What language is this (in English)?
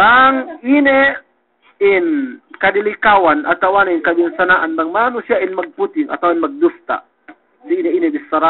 Yakan